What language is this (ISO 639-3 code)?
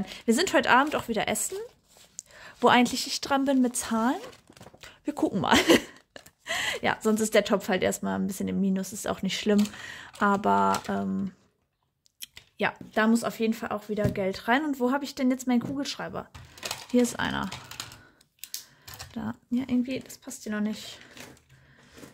deu